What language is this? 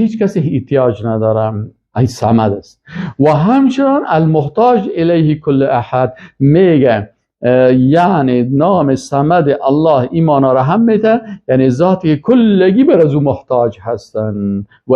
Persian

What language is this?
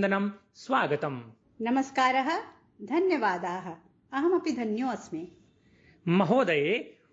Sanskrit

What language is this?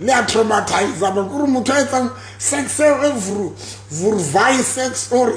Southern Sotho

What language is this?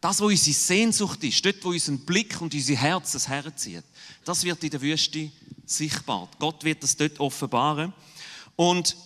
Swiss German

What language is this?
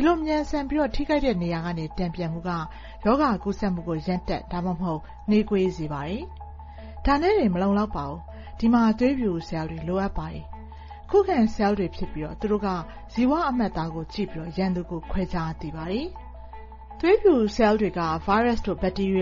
Burmese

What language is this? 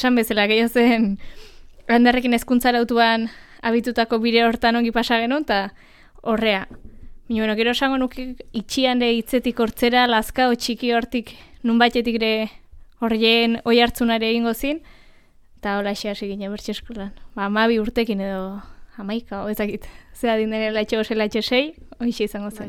Basque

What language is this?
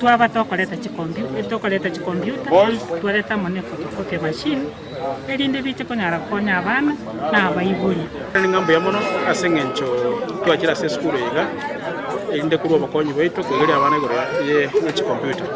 Gusii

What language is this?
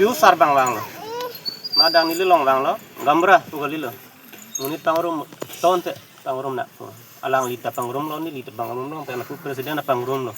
Karbi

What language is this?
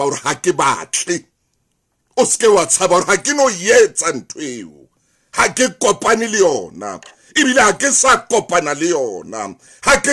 Southern Sotho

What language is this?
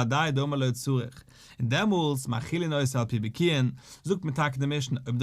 Yiddish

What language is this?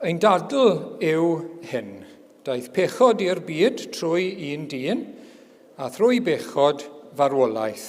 Welsh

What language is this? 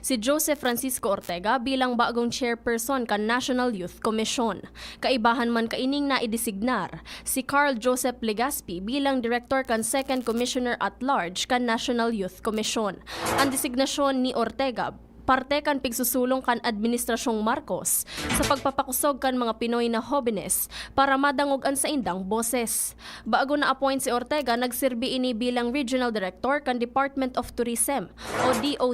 Bikol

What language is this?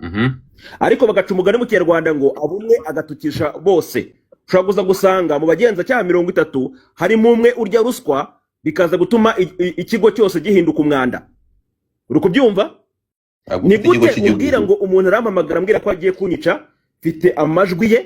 Kinyarwanda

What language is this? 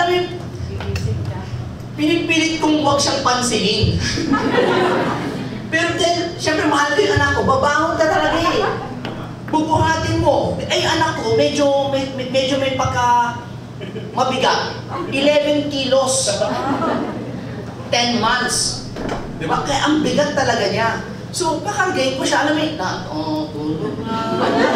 Filipino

